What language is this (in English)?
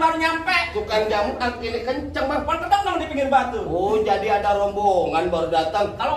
Betawi